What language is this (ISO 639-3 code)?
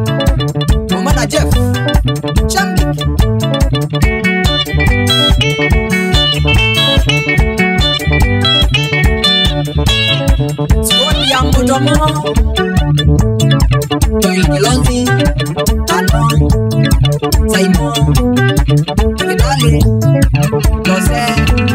swa